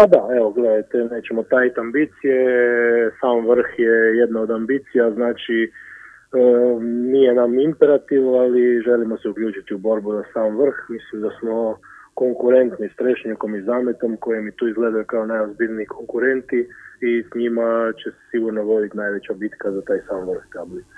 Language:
Croatian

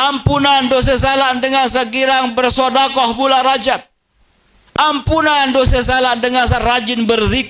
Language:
Sasak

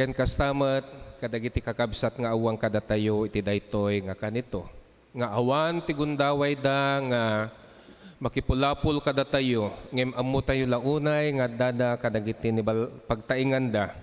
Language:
Iloko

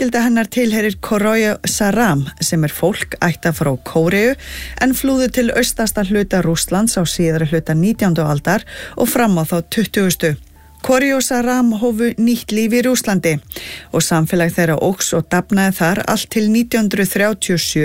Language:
Icelandic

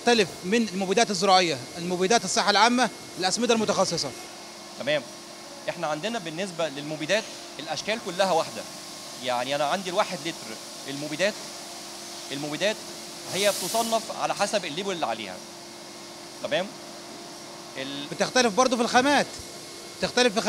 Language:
Egyptian Arabic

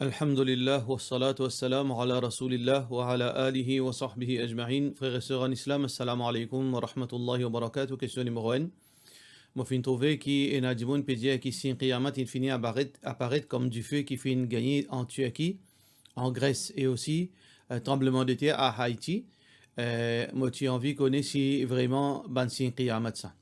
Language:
Morisyen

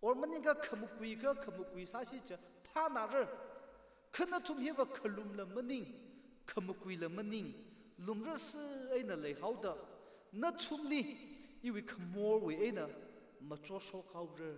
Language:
Tangkhul Naga (India)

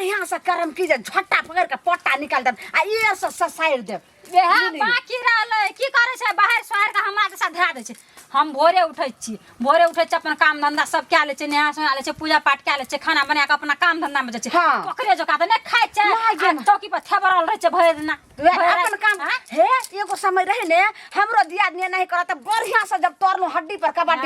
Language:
Maithili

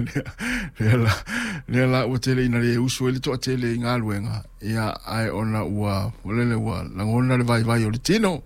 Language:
Samoan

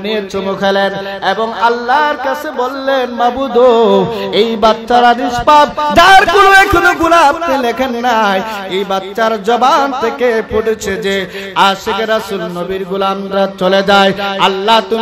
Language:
Bangla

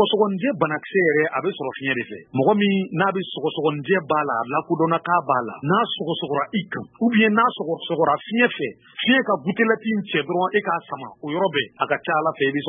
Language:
Bambara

